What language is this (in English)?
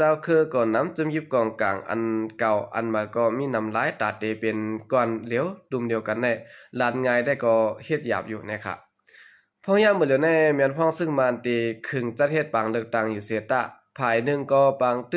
Shan